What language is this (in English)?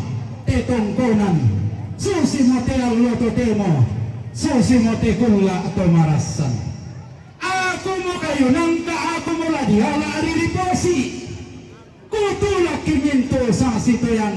Toraja-Sa'dan